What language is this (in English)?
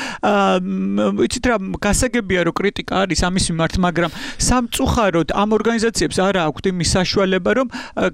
Georgian